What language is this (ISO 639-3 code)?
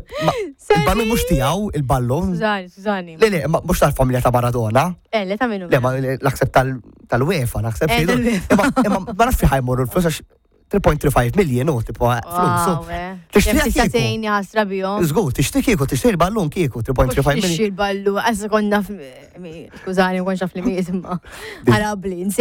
mlt